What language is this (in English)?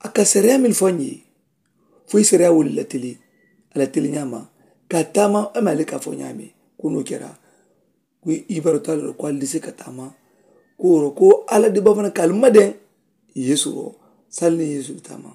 Mandingo